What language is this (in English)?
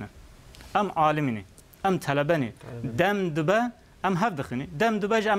Kurdish